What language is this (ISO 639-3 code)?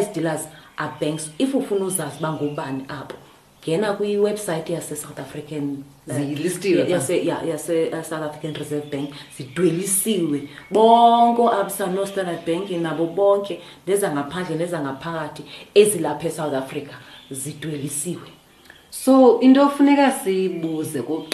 xho